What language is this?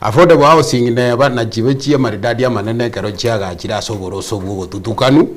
Gusii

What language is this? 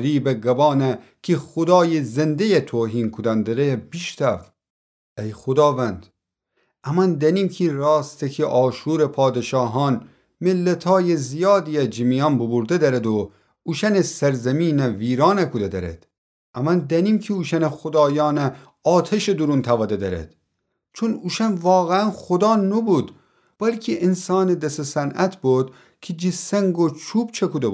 Gilaki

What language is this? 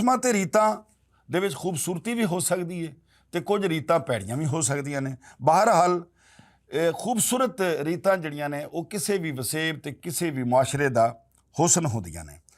Western Panjabi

